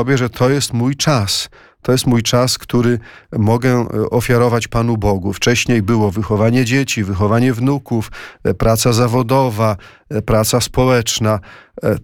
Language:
Polish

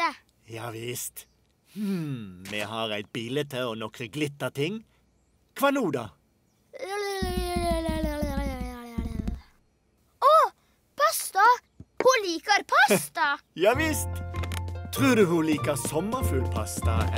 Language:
Norwegian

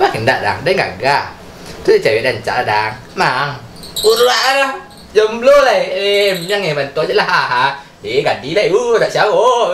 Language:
Minangkabau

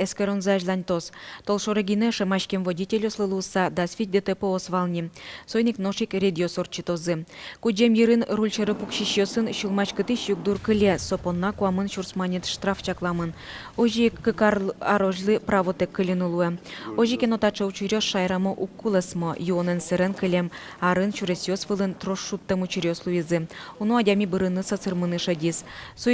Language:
Udmurt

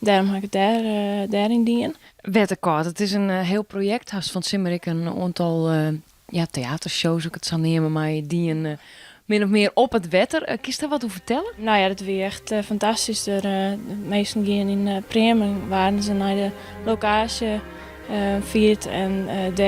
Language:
Western Frisian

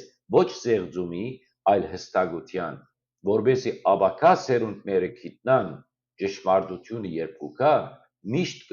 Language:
Western Armenian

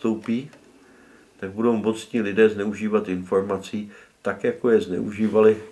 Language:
Czech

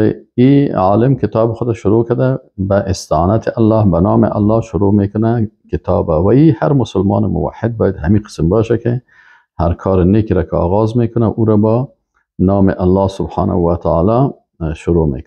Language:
Persian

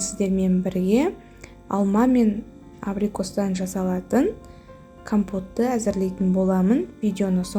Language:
Kazakh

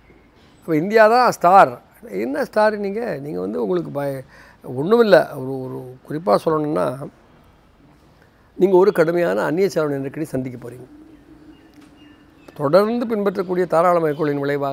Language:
Tamil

